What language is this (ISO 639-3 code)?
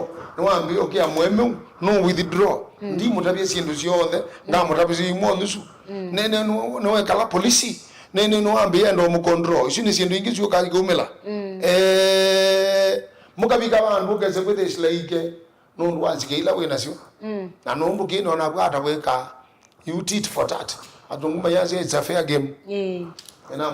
kam